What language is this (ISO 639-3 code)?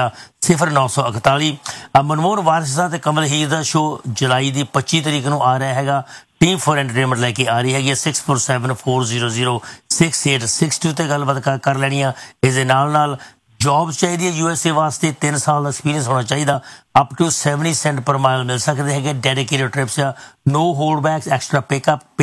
pan